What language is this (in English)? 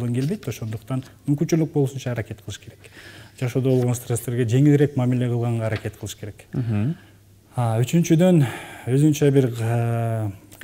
Kyrgyz